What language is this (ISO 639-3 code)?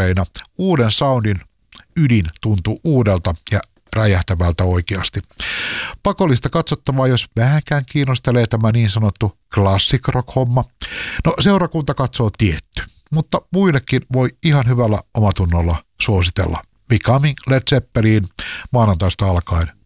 fin